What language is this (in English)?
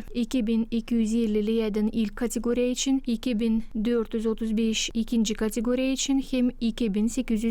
Gagauz